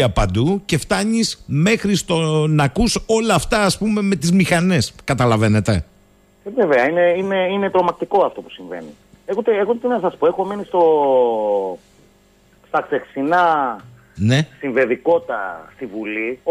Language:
Greek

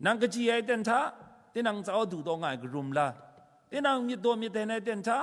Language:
Kachin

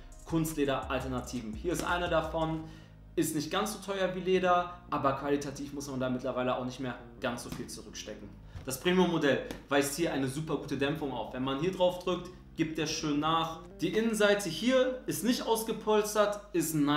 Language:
German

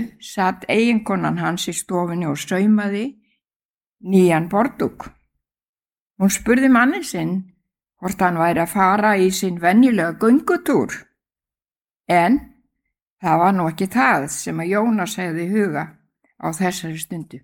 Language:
Icelandic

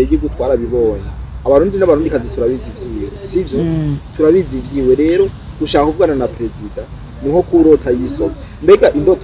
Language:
Rundi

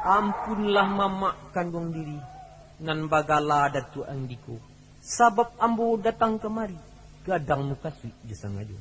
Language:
Minangkabau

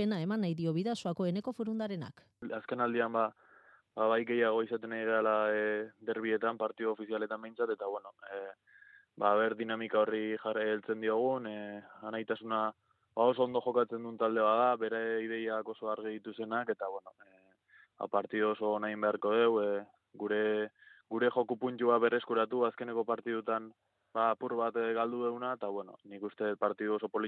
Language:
Basque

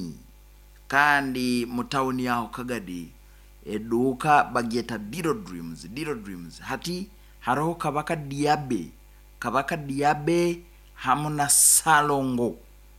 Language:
Nyoro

